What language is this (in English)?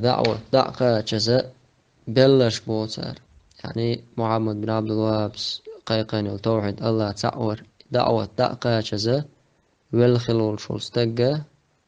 Chechen